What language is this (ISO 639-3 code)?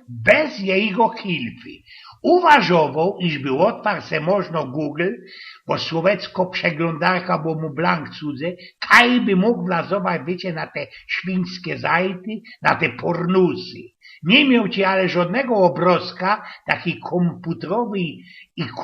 szl